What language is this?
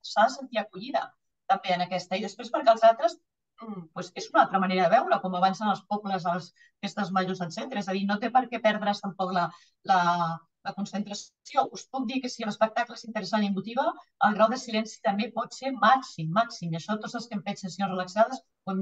Catalan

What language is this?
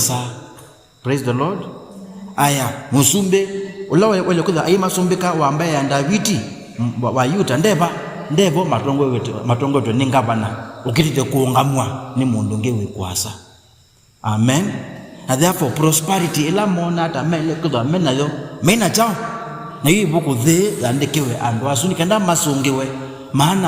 Kamba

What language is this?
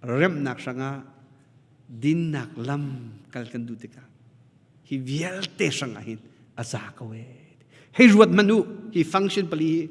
Hakha Chin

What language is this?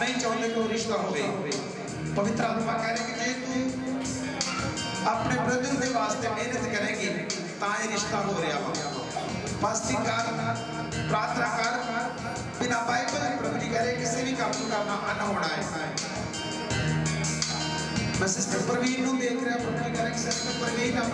Punjabi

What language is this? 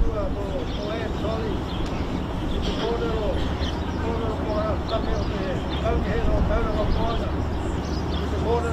Māori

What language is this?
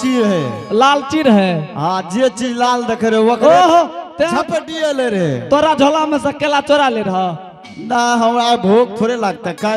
Angika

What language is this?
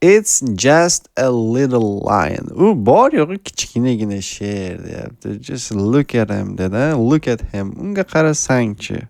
Uzbek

